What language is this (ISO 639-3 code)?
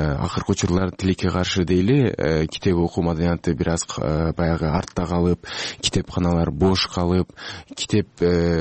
kir